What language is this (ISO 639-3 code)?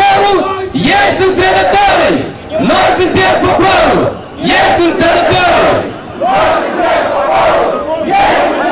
ron